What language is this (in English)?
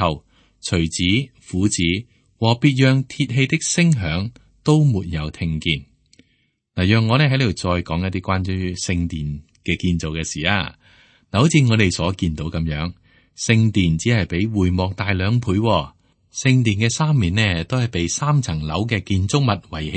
Cantonese